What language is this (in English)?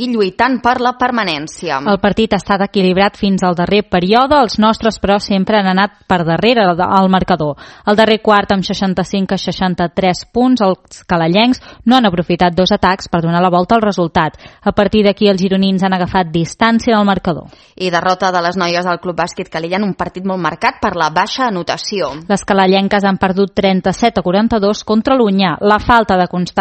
Catalan